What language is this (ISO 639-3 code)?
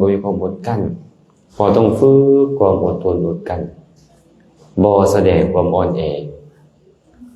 lao